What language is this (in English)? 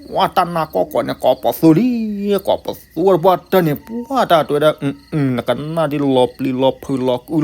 S'gaw Karen